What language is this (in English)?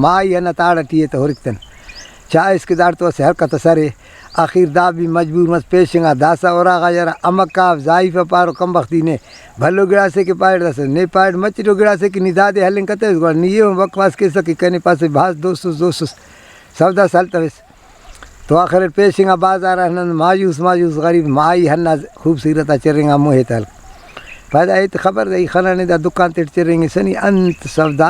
Brahui